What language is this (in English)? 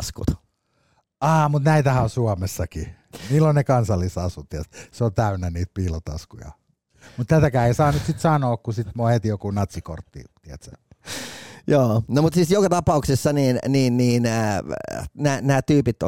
Finnish